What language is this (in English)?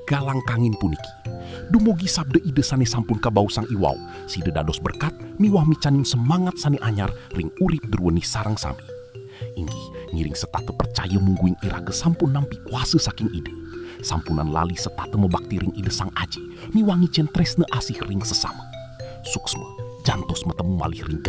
Balinese